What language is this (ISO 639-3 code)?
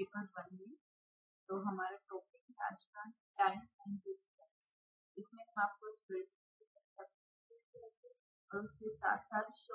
hin